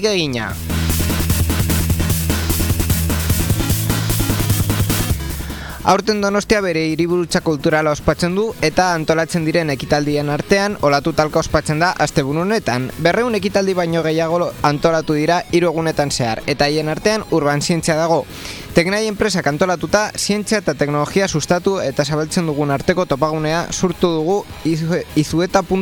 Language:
Basque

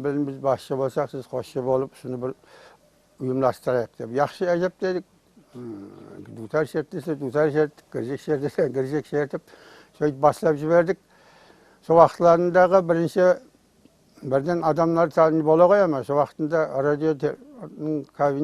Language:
Kara-Kalpak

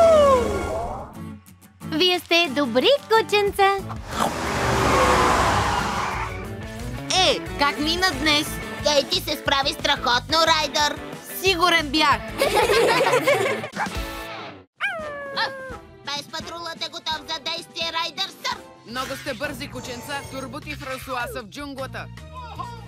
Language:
Bulgarian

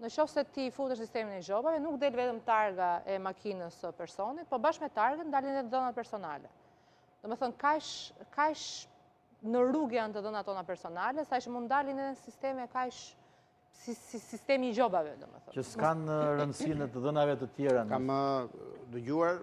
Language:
Albanian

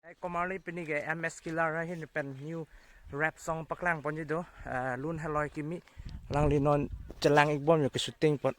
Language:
Karbi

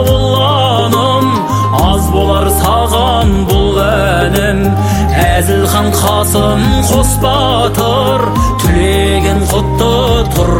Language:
Kazakh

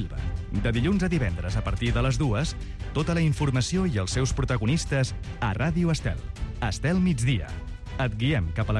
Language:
Catalan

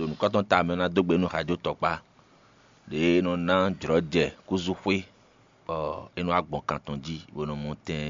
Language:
Fon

